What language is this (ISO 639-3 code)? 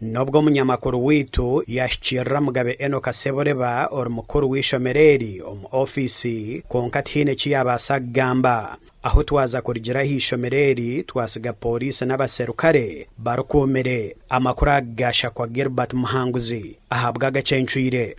nyn